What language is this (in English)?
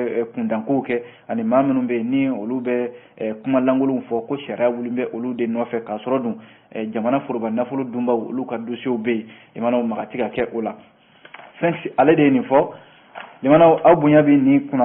Bambara